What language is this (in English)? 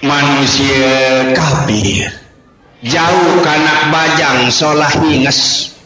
Sasak